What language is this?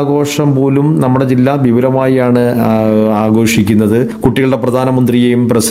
Malayalam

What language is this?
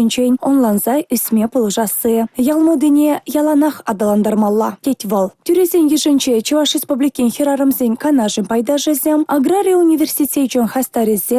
Chuvash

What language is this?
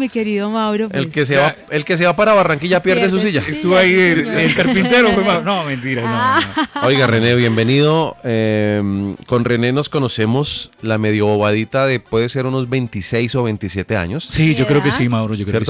Spanish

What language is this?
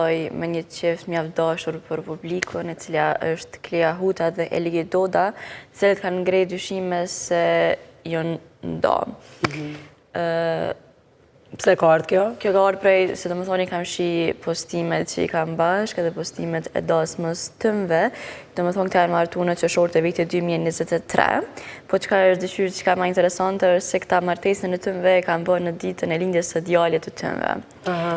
Albanian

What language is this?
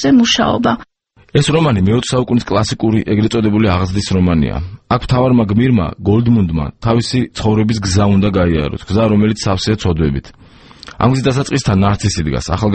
Georgian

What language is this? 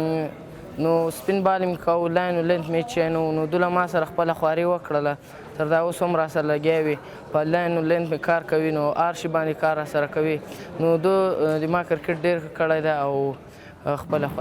Pashto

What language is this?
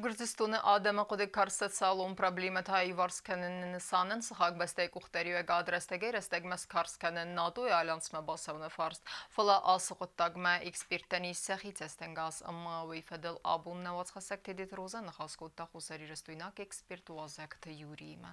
Ossetic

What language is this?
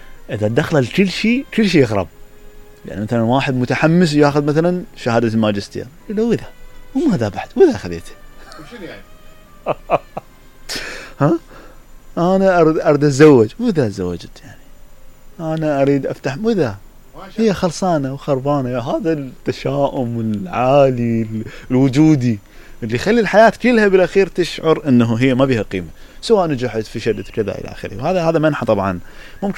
Mesopotamian Arabic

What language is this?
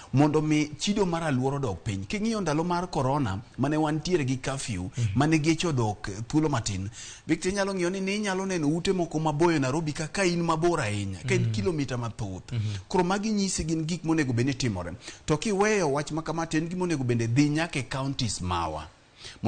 Luo (Kenya and Tanzania)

